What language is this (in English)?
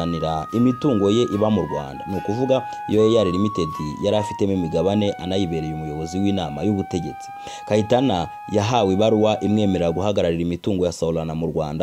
Kinyarwanda